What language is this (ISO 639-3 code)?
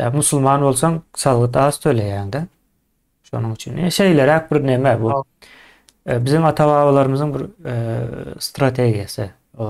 tuk